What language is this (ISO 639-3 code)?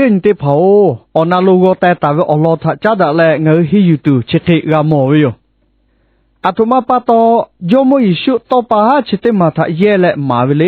lhu